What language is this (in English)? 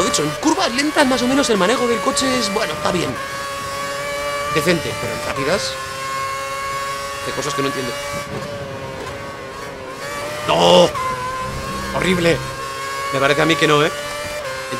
Spanish